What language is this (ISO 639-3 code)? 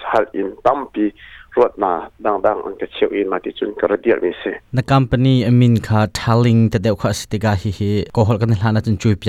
cnh